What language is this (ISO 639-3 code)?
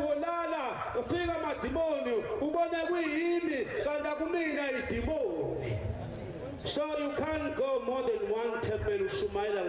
zul